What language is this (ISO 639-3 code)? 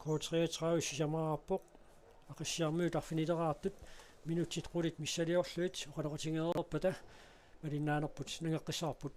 kal